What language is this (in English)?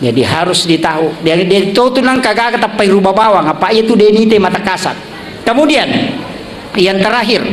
Buginese